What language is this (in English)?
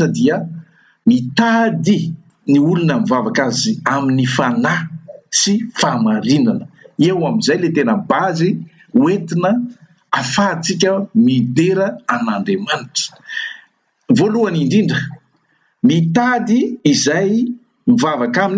Malagasy